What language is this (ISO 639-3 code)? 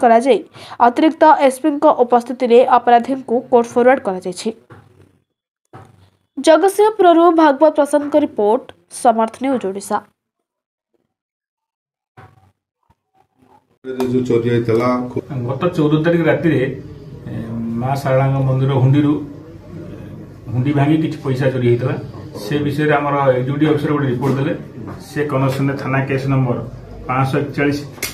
ori